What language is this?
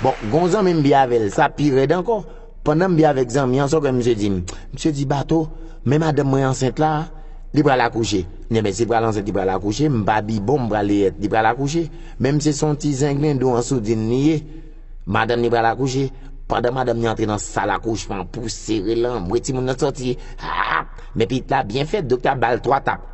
Haitian Creole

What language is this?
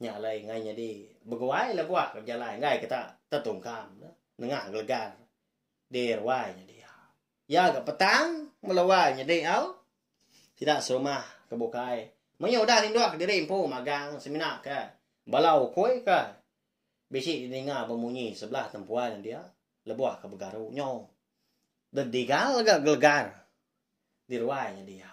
Iban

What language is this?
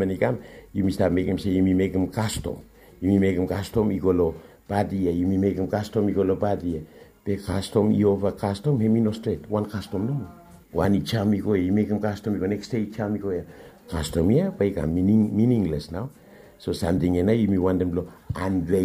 Bislama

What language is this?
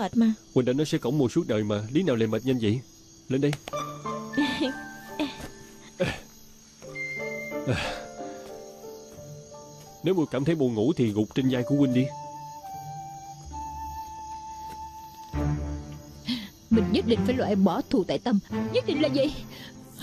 Vietnamese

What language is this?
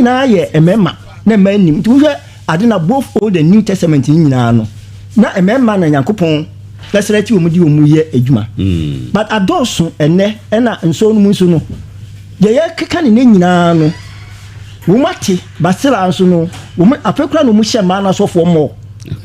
Akan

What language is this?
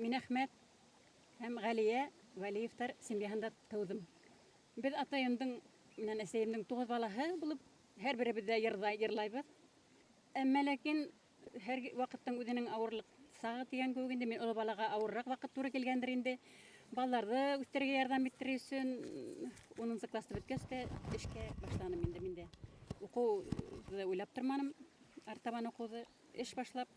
Bashkir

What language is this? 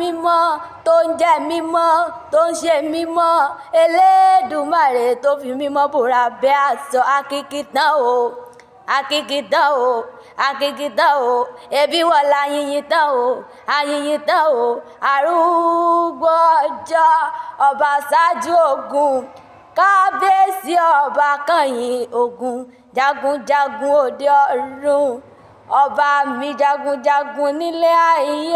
Yoruba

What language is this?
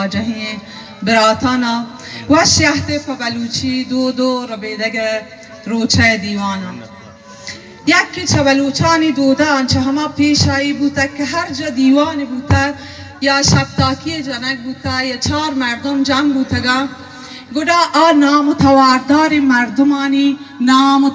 Baluchi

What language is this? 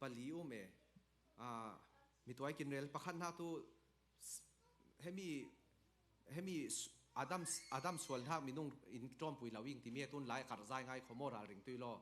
Falam Chin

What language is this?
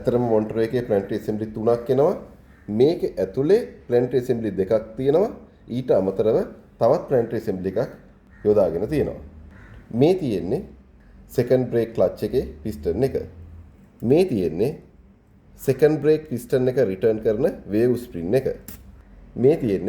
Sinhala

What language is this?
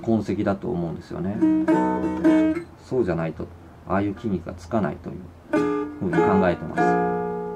Japanese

